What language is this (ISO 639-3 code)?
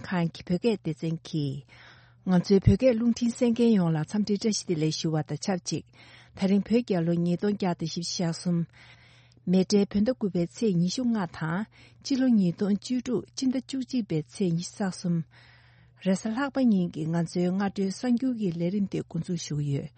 bod